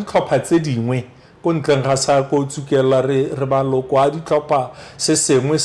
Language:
Tswana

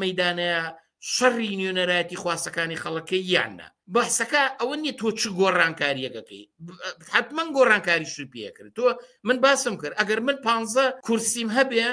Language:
Central Kurdish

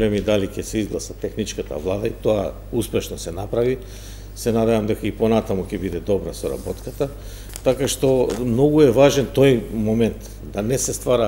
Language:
Macedonian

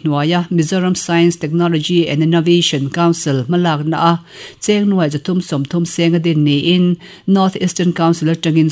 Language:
Mizo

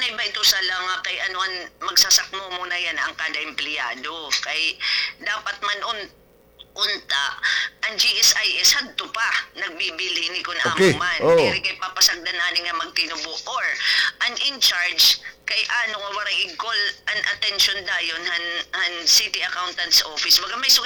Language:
Waray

